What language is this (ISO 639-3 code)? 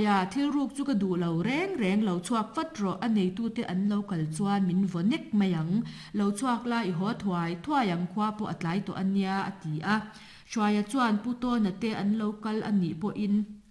lus